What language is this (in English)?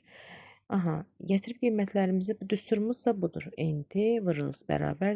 Azerbaijani